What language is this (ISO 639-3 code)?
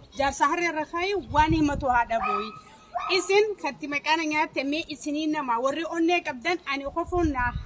orm